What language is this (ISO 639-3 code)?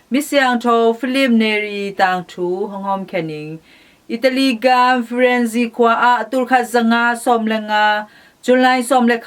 ctd